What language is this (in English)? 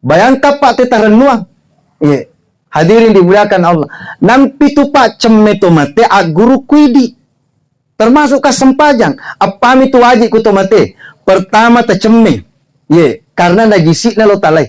Buginese